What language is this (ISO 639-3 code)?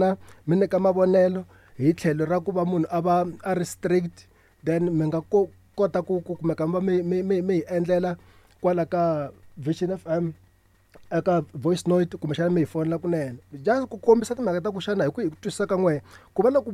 tso